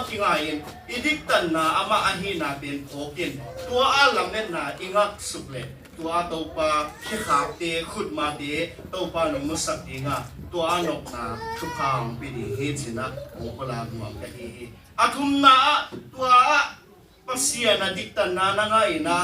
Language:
Tedim Chin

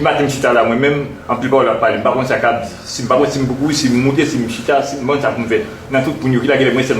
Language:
Haitian Creole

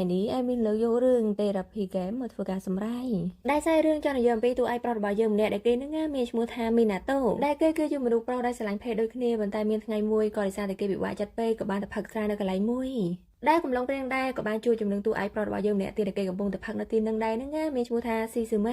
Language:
Khmer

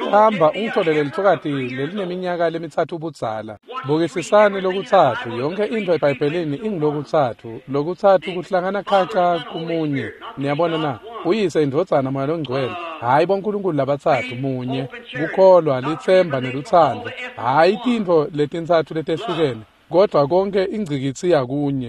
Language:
Swati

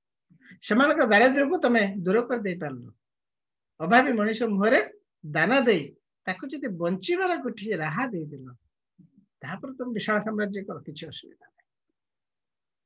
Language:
Odia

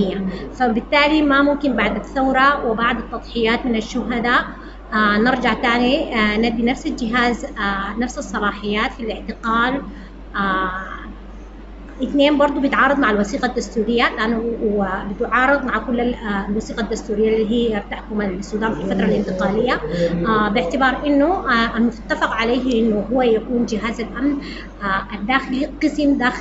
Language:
Sudanese Arabic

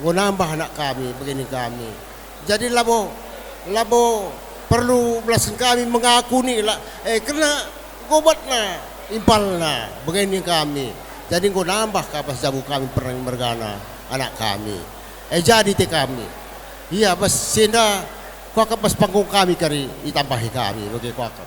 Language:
Batak Karo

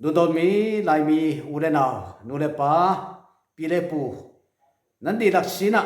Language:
Falam Chin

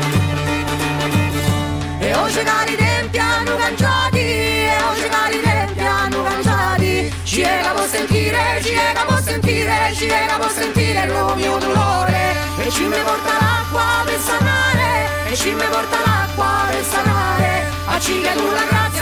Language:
Italian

